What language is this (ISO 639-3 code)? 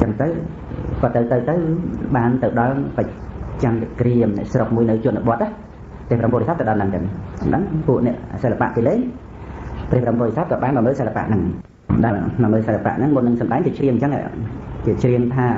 khm